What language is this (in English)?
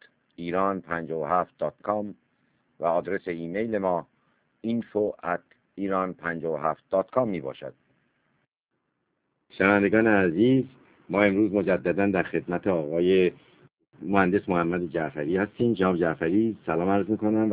Persian